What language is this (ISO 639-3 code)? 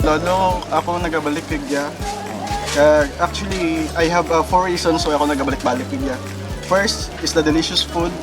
krj